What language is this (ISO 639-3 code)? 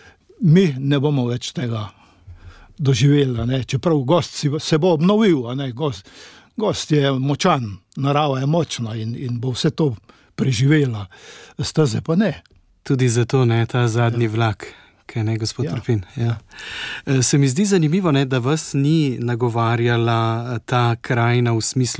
slv